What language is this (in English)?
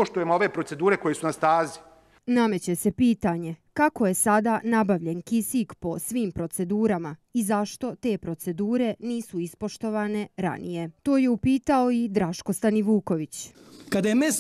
Bosnian